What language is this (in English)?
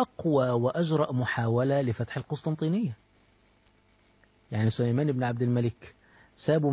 Arabic